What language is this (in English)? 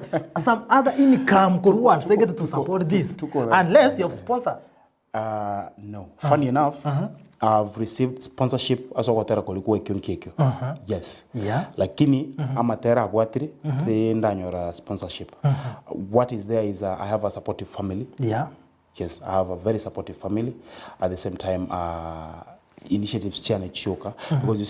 Gusii